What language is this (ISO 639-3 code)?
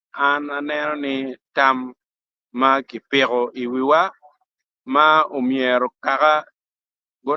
ach